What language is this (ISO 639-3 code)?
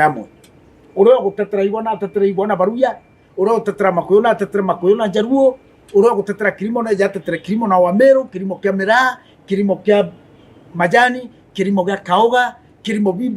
mer